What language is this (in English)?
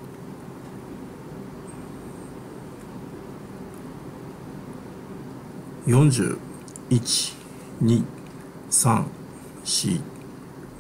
Japanese